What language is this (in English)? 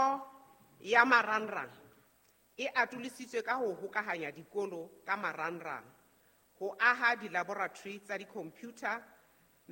Southern Sotho